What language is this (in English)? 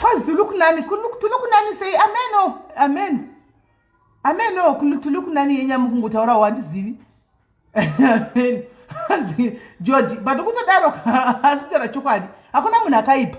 Shona